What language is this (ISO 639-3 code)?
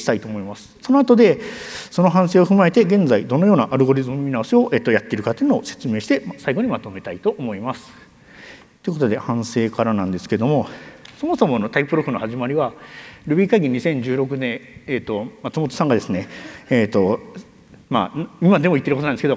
jpn